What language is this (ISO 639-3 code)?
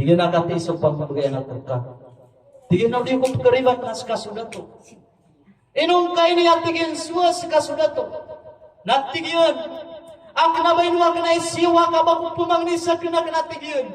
mrw